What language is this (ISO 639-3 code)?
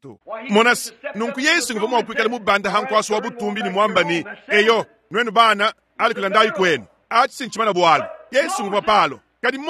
lua